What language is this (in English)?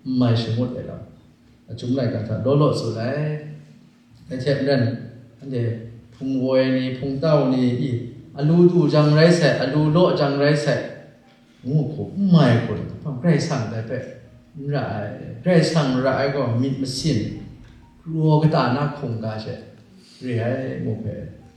Kachin